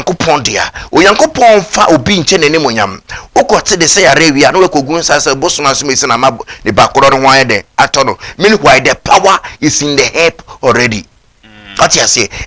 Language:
Akan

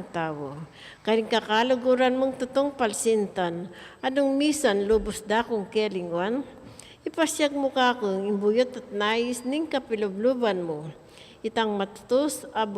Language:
Pampanga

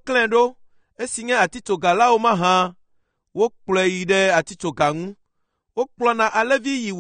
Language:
Ewe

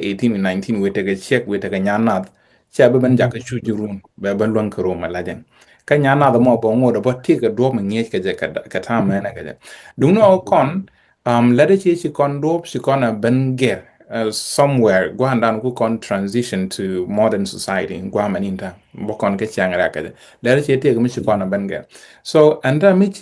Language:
Nuer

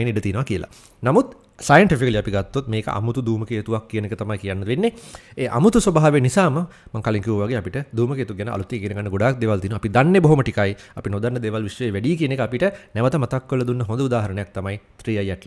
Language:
Sinhala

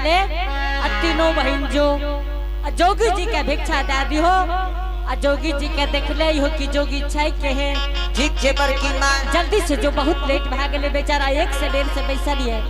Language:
Angika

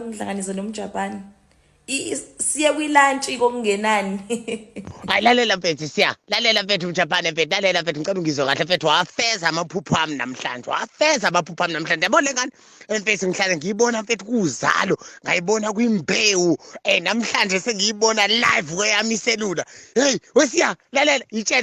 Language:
Zulu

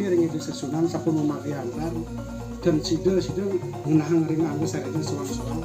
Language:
Balinese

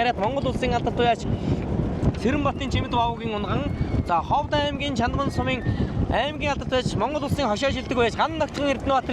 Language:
Mongolian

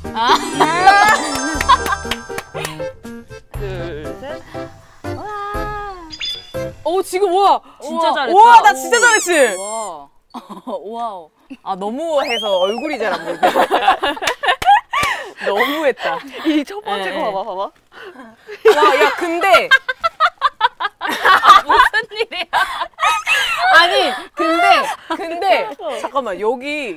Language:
Korean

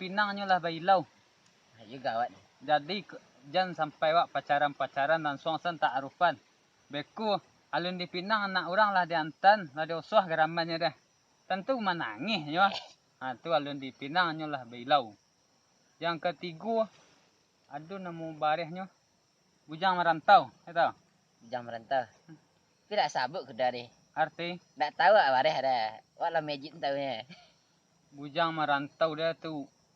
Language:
Minangkabau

